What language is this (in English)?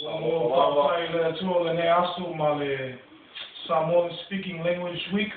Samoan